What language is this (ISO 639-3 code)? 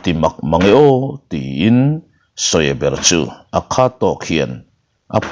lus